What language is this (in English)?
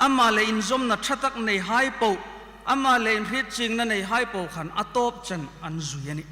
Hmar